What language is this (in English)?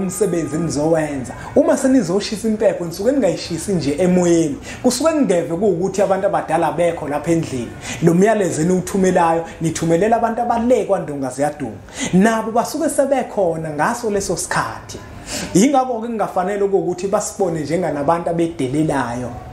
Zulu